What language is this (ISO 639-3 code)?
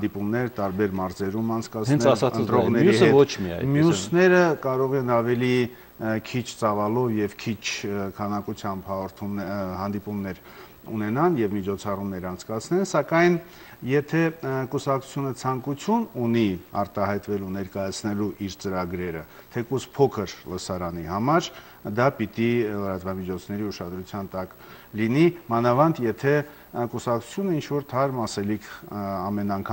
hye